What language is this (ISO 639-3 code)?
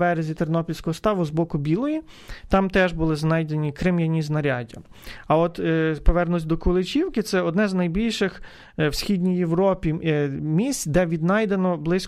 ukr